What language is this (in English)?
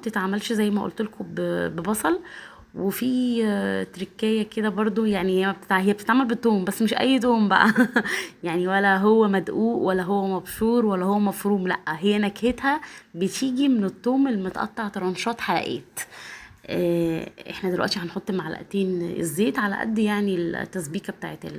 Egyptian Arabic